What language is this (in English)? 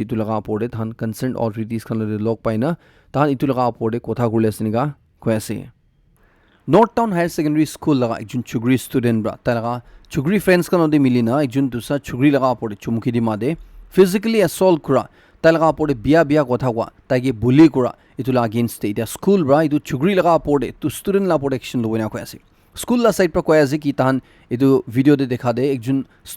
Naga Pidgin